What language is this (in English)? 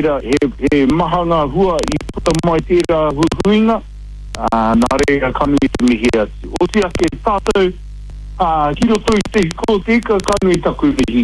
Māori